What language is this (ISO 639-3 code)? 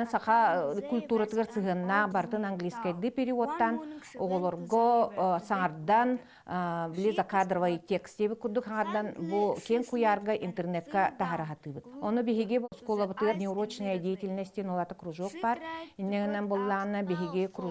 sah